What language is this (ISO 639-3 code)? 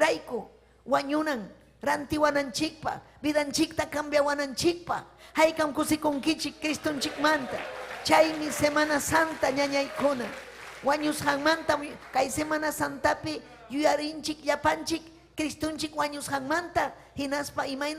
quy